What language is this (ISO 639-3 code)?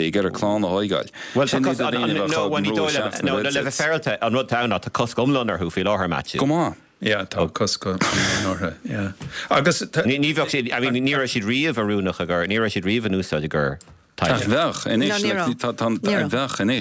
gle